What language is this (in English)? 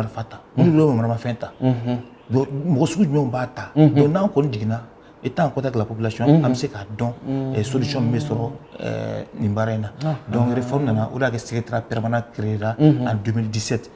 Bambara